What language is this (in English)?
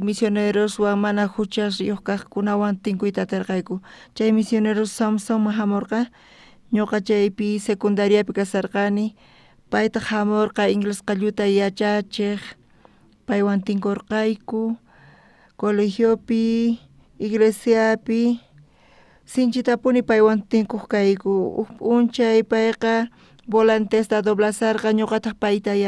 South Bolivian Quechua